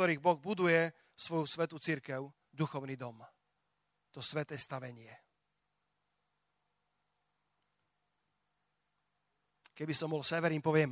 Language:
Slovak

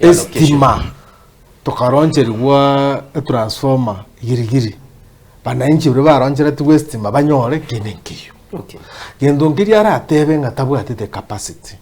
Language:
Gusii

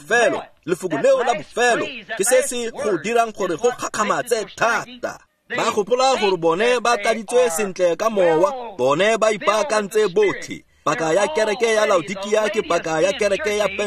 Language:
Tswana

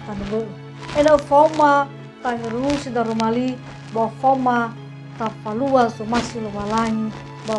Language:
Nias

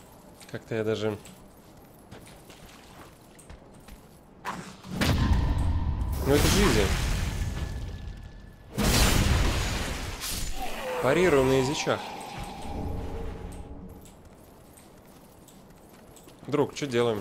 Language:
Russian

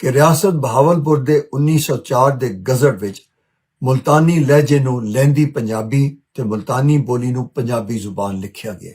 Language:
Western Panjabi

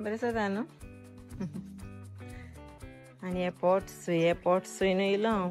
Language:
Konkani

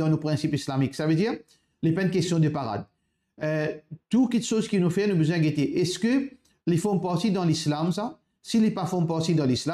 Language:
Morisyen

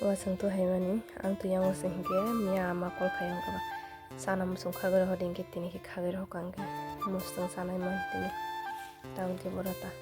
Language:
Kok Borok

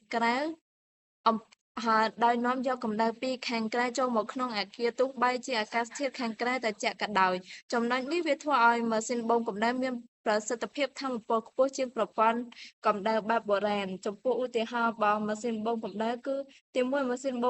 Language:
Khmer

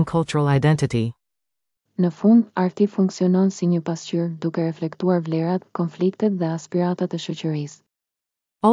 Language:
Albanian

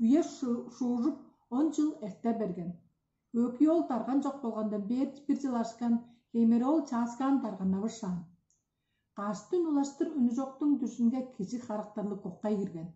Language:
Tuvinian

